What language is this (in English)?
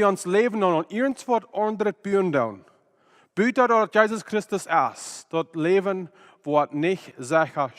Plautdietsch